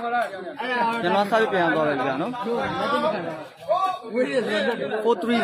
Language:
Burmese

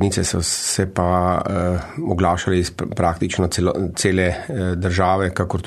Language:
Slovenian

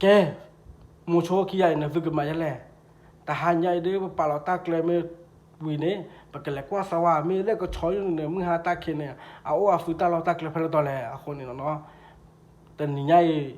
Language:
S'gaw Karen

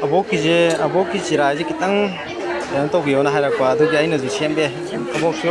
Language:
Manipuri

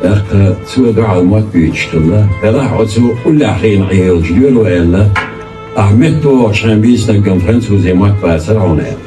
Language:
Chechen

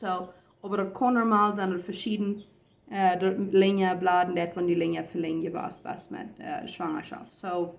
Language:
Plautdietsch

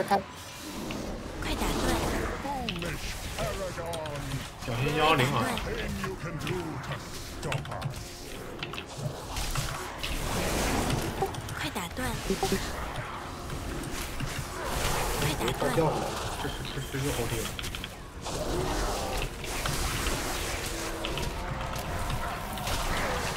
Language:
Chinese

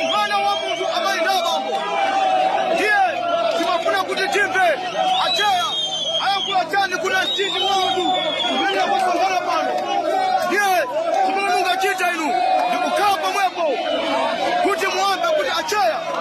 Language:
Nyanja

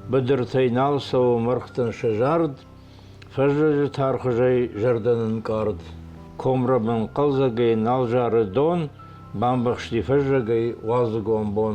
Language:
Ossetic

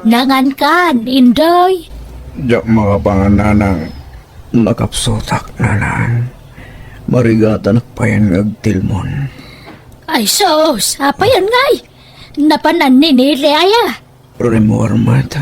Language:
Iloko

